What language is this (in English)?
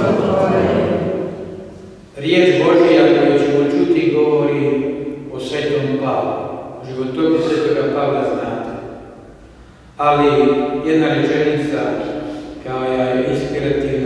Croatian